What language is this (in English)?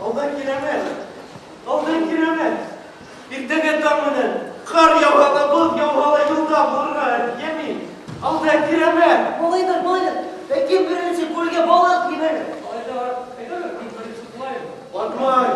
Bashkir